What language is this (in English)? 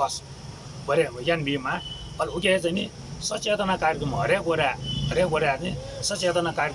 Newari